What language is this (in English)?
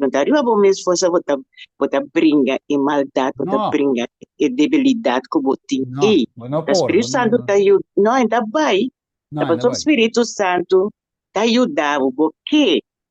Papiamento